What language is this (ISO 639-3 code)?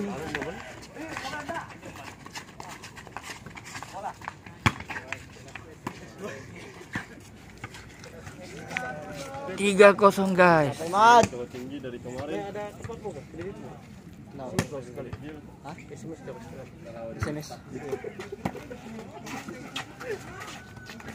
msa